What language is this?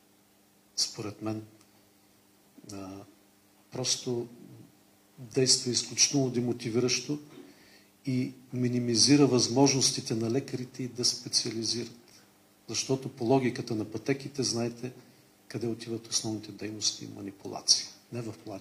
Bulgarian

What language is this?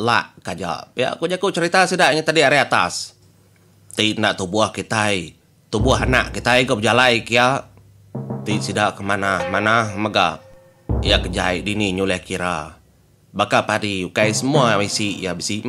Iban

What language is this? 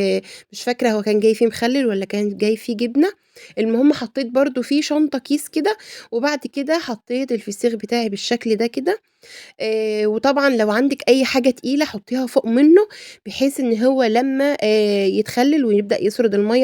Egyptian Arabic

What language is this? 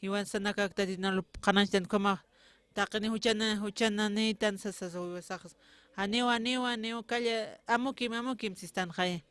Aymara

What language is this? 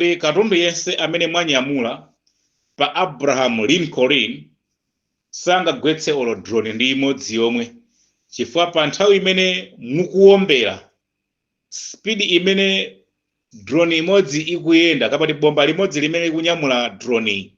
Nyanja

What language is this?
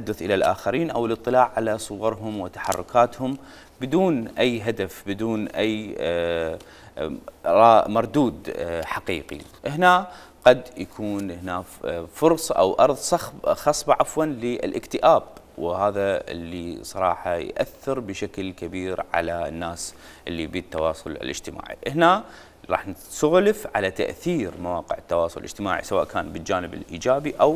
Mesopotamian Arabic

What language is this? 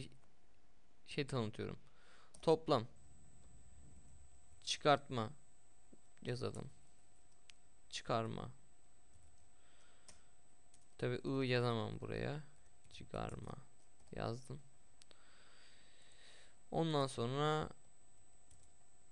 Turkish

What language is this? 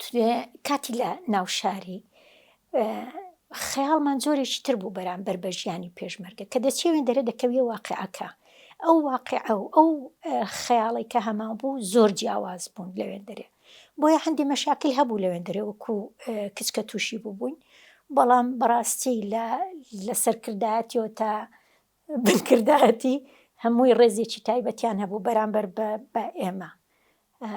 Central Kurdish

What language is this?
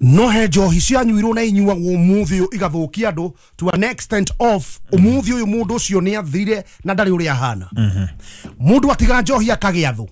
Kikuyu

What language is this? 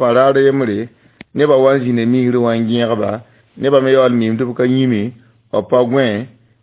Mossi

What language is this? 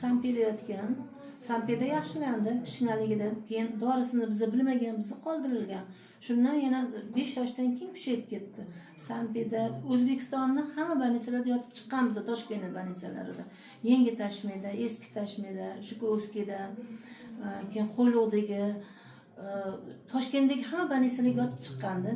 Uzbek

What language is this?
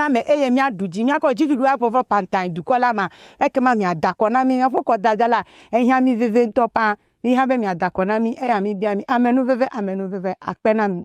Ewe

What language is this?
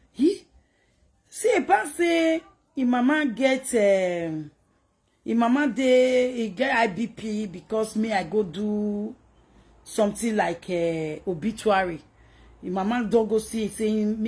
Nigerian Pidgin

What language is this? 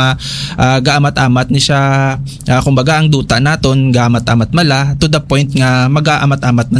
Hiligaynon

